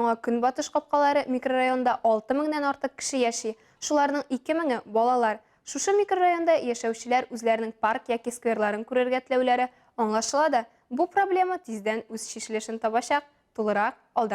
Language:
Tatar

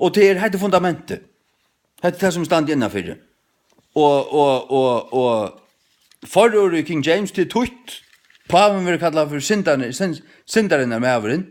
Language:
Faroese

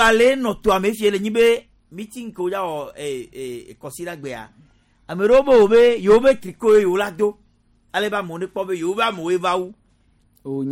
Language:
Gen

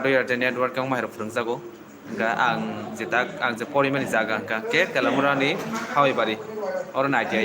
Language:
Kok Borok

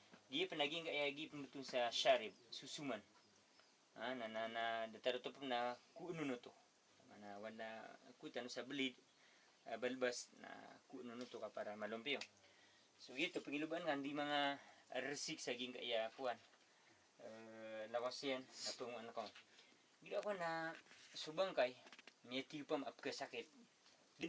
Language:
Maranao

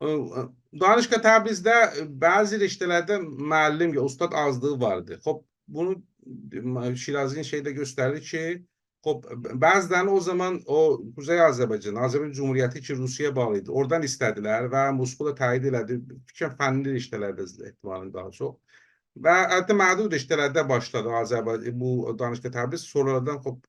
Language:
South Azerbaijani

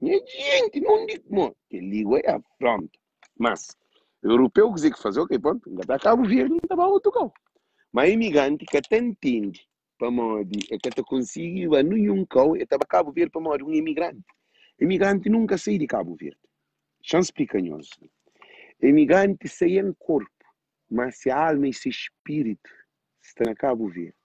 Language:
Kabuverdianu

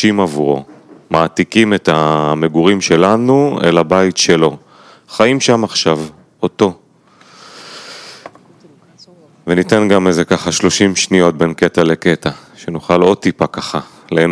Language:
Hebrew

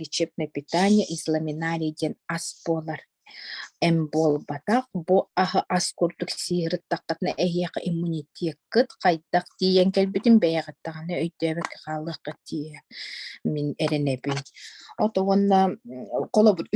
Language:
Yakut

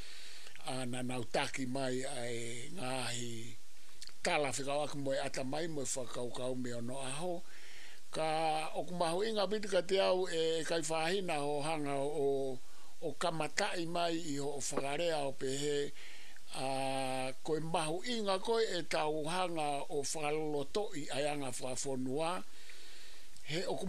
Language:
Tongan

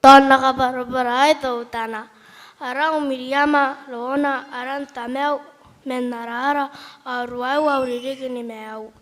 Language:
Gilbertese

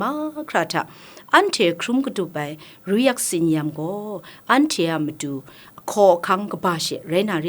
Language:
Kachin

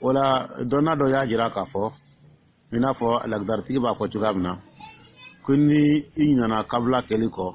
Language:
Dyula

